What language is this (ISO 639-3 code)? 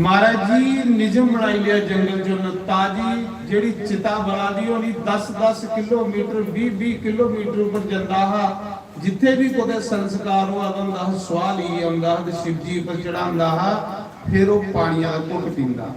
doi